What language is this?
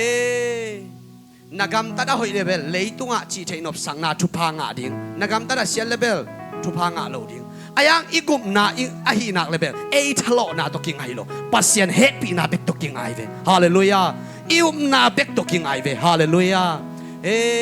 Tedim Chin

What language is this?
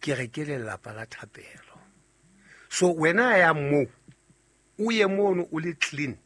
Southern Sotho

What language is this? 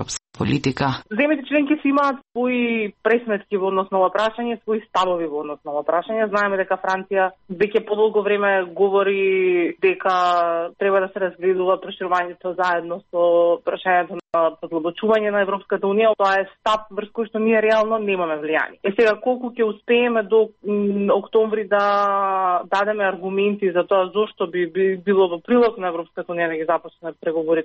Macedonian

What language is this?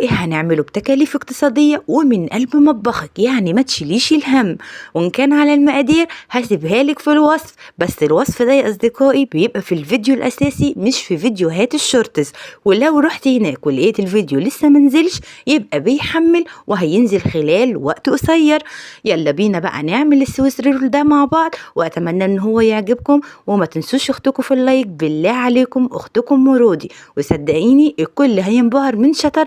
Egyptian Arabic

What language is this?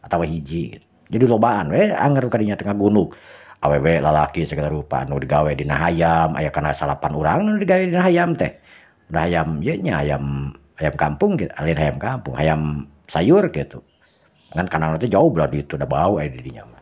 Sundanese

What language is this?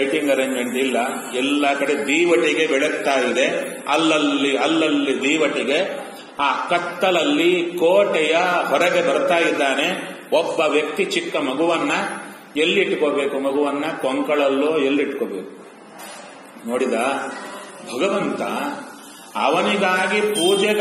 Kannada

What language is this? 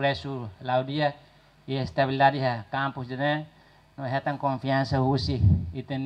Tetum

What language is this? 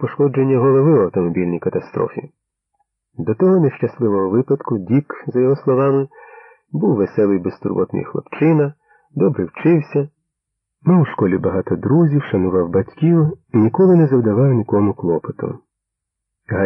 Ukrainian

